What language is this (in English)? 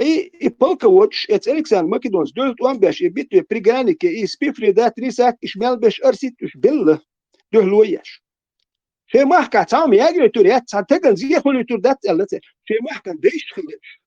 Chechen